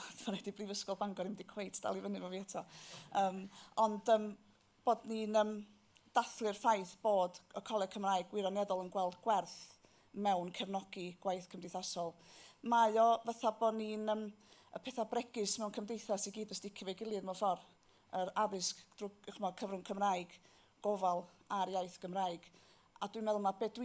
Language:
Welsh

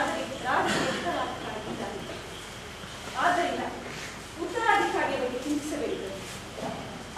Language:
Kannada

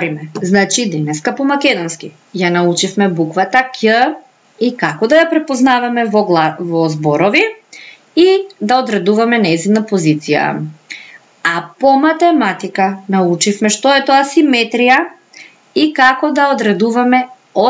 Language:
Macedonian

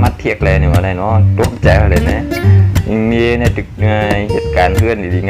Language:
Shan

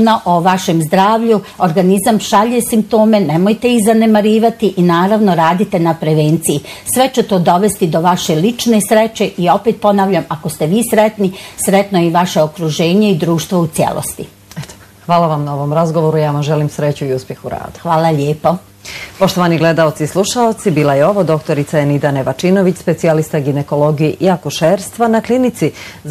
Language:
Bosnian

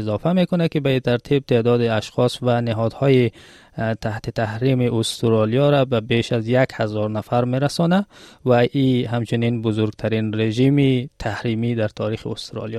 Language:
Tajik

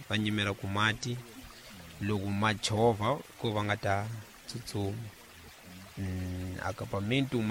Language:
Tsonga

